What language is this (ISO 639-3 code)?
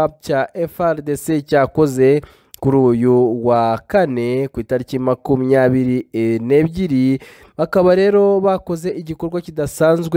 kin